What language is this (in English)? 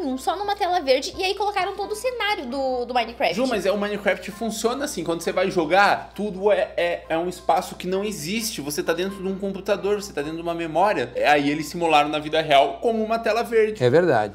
Portuguese